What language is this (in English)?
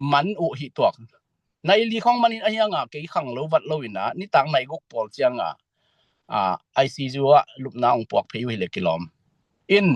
Tedim Chin